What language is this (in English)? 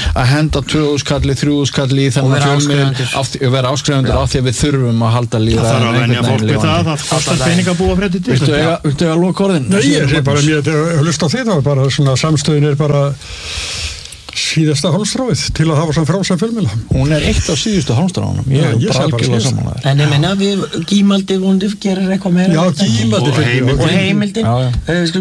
Icelandic